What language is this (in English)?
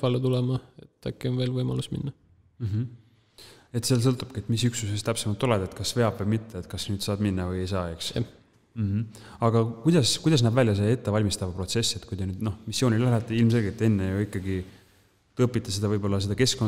Estonian